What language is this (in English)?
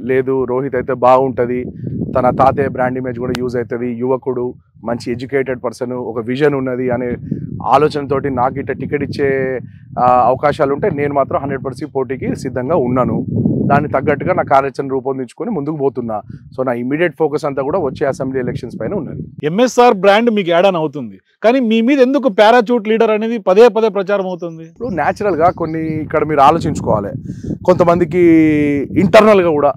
Telugu